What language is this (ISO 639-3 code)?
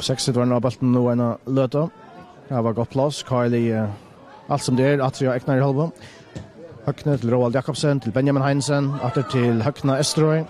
fao